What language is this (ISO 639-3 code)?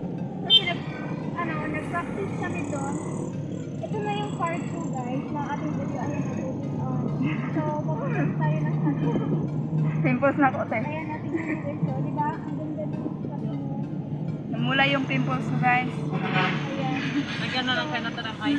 fil